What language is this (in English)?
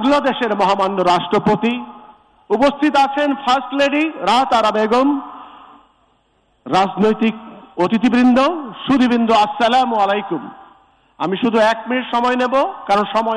Bangla